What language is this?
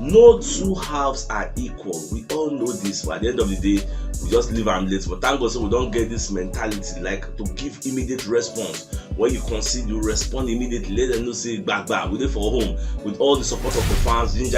Nigerian Pidgin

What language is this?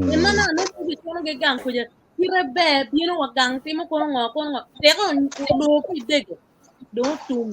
Acoli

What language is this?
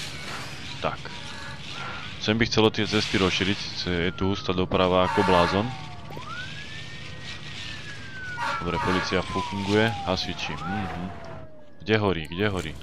Slovak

